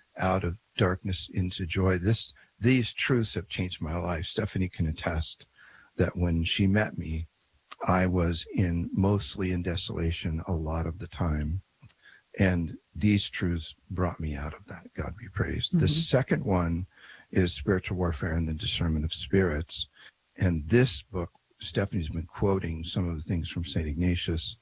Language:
English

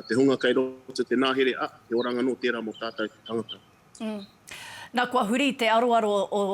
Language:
Māori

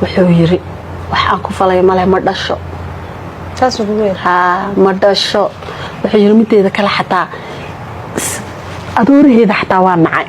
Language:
Somali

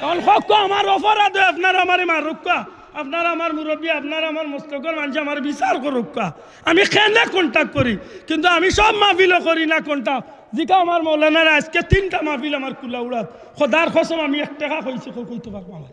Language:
Sylheti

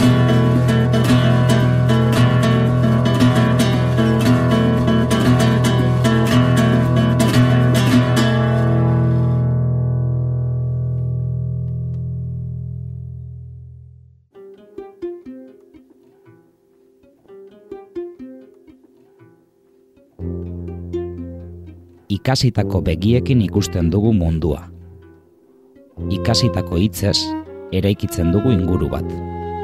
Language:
Basque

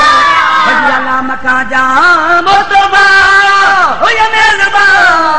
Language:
Saraiki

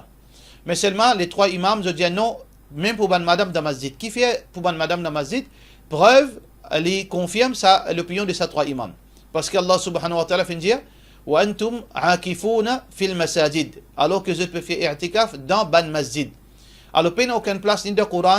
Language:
Morisyen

